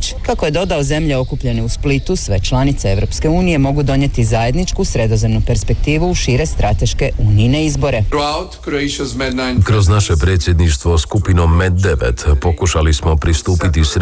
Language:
Croatian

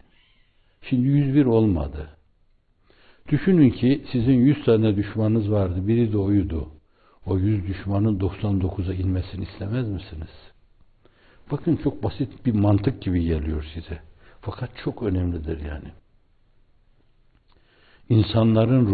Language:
Turkish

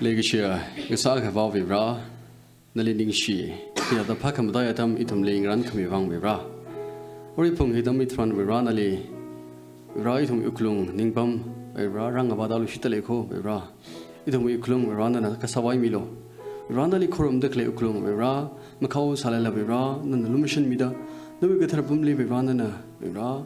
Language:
Tangkhul Naga (India)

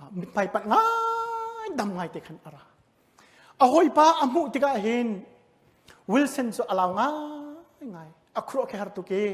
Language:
Hakha Chin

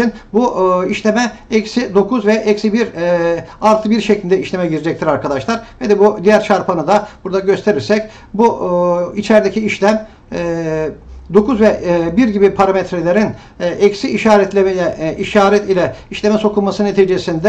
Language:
Turkish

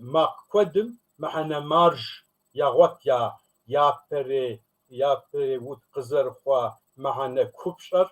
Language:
Kabardian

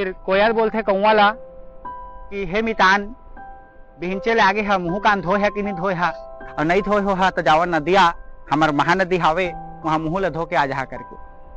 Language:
Chhattisgarhi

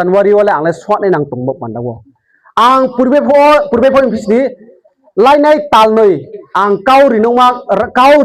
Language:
Riang (India)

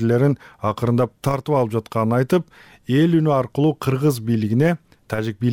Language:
Kyrgyz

